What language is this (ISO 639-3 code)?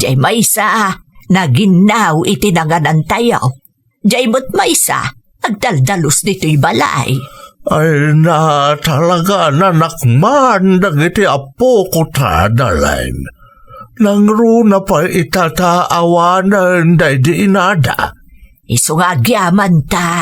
ilo